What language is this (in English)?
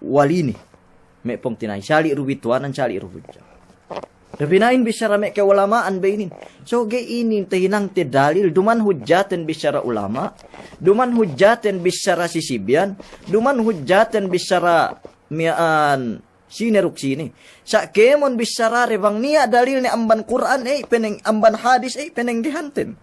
Yakan